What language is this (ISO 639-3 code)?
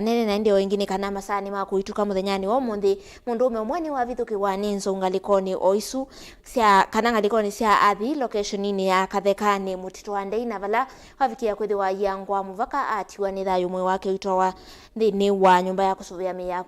kam